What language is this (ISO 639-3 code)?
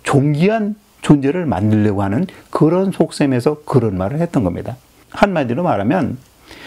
kor